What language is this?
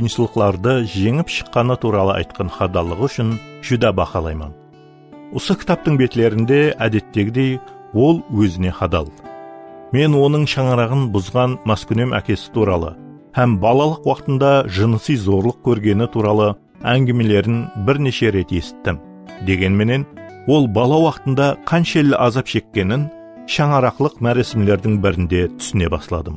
Kara-Kalpak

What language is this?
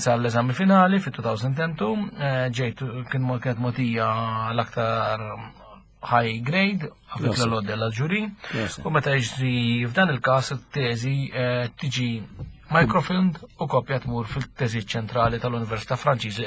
Maltese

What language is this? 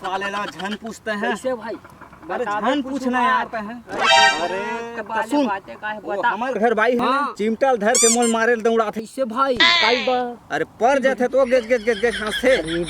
Chhattisgarhi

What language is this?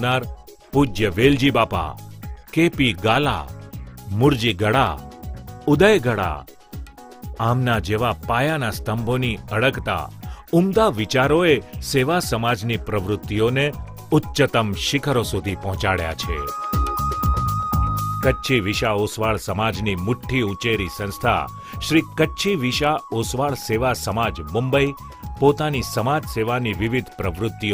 Gujarati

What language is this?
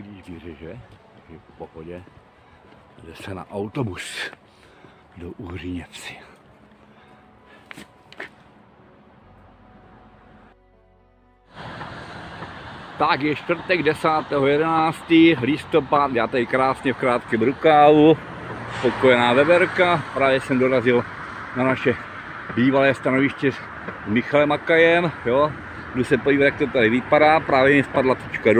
Czech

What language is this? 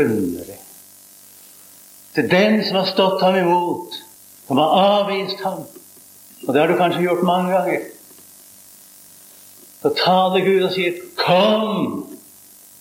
Norwegian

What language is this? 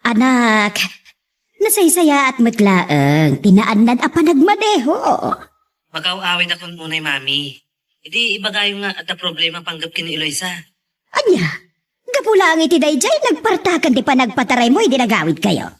Iloko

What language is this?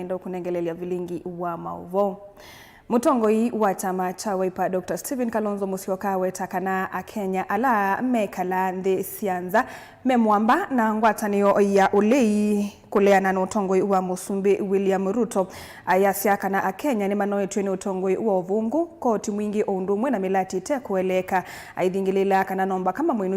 Kamba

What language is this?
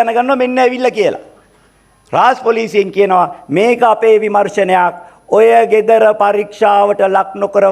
Sinhala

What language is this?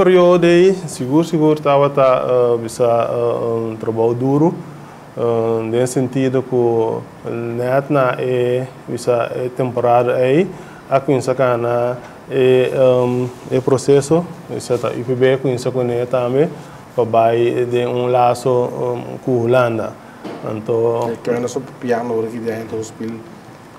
Papiamento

